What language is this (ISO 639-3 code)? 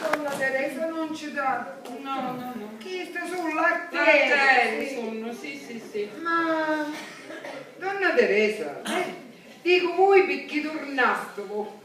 scn